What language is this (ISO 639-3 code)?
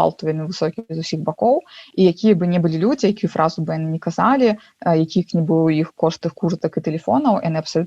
bel